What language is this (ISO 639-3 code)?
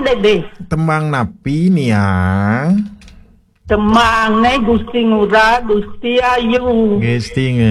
ban